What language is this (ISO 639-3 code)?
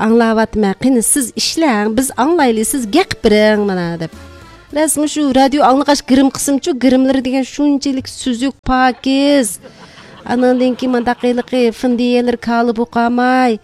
uig